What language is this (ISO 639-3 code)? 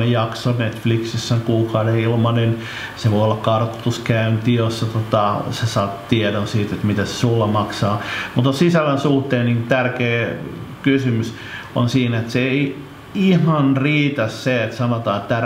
fin